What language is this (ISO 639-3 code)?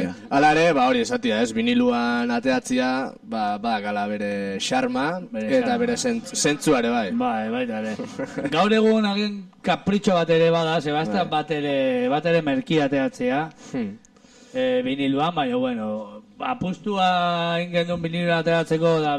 eus